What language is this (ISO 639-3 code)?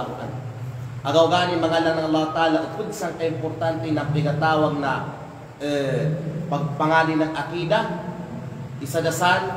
kqe